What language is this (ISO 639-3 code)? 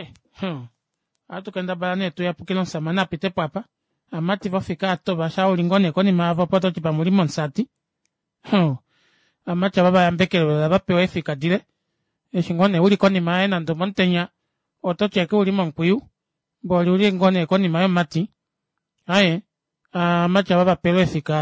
kua